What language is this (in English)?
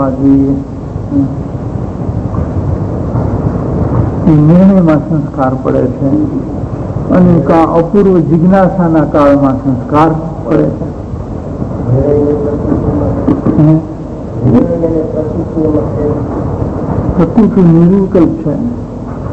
Gujarati